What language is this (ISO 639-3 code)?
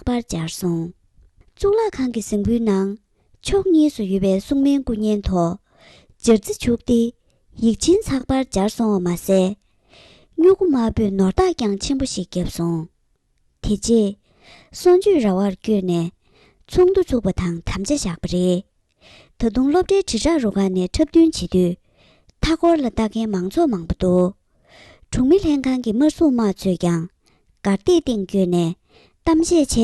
bod